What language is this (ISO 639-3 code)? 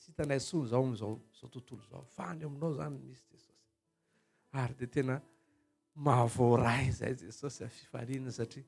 mlg